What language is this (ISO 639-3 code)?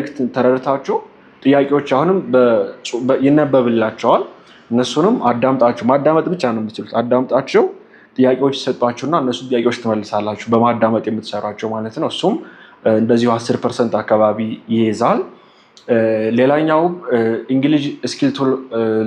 amh